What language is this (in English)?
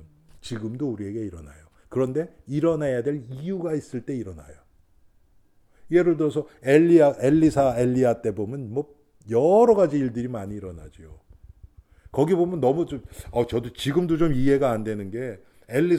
Korean